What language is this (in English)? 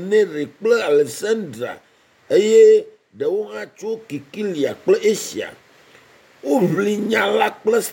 Ewe